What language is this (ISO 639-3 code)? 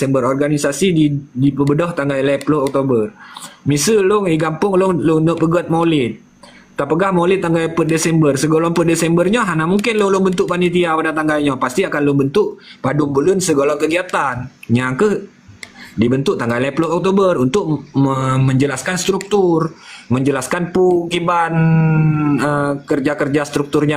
ace